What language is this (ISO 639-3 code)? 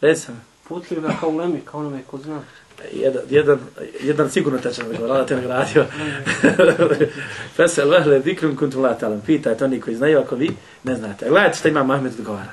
bos